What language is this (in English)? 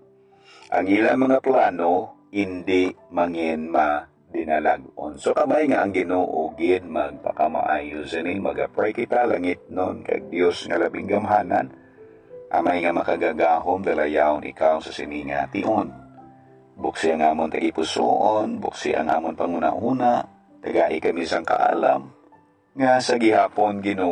Hiligaynon